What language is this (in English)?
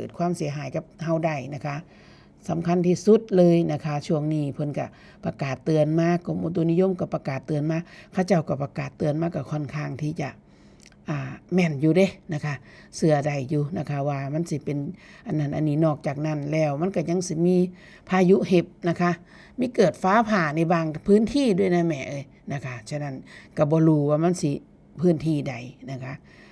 Northeastern Thai